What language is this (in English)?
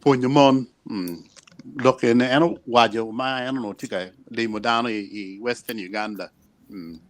Acoli